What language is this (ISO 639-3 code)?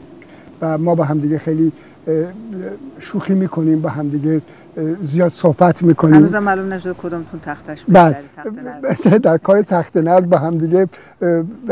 fas